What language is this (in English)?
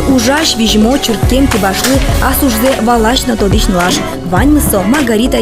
Udmurt